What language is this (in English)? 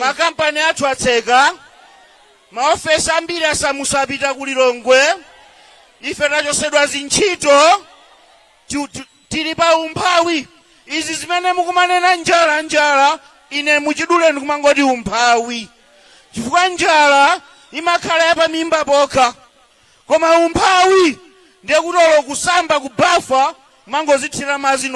Nyanja